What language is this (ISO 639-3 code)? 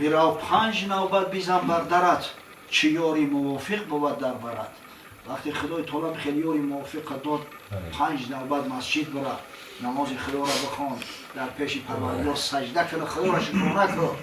tgk